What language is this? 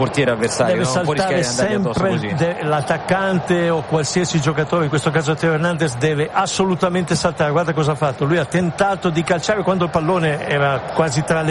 Italian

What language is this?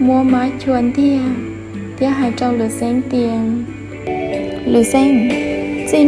Hmong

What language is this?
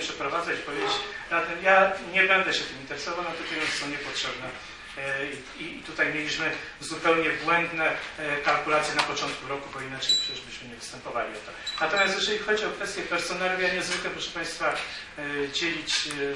Polish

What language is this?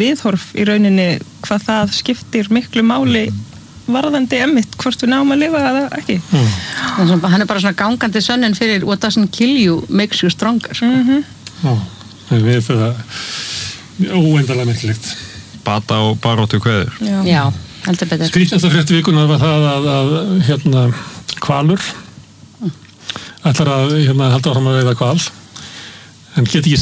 Icelandic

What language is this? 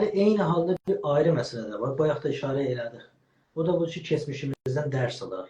South Azerbaijani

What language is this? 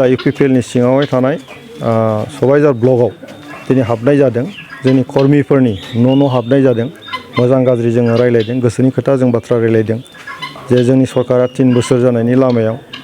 Bodo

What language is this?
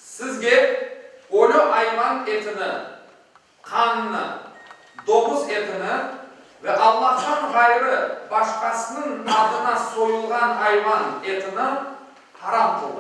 Crimean Tatar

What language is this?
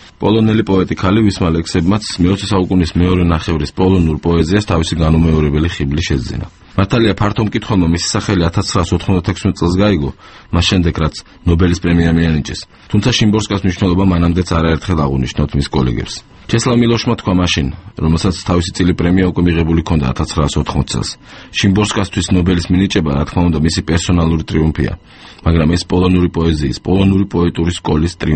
Georgian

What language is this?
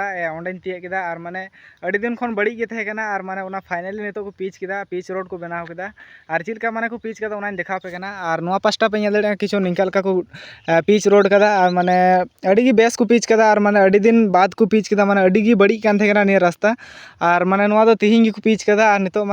Santali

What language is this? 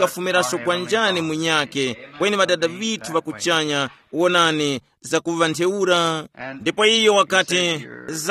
Tumbuka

